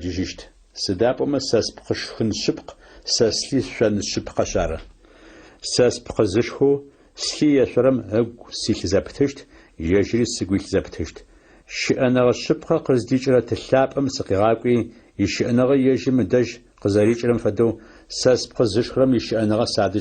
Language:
Adyghe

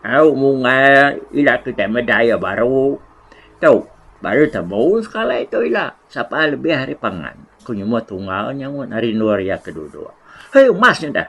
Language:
Iban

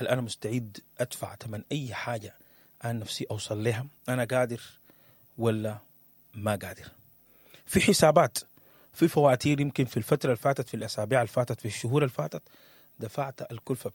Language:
Sudanese Arabic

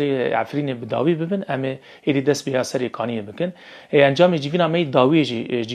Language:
Kurdish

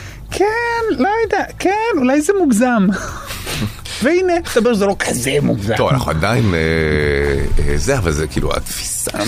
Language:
Hebrew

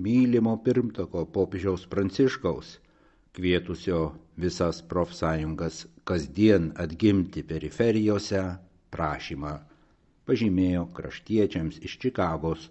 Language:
Lithuanian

